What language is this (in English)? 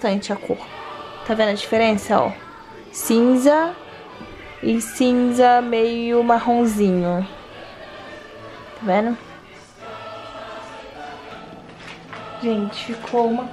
Portuguese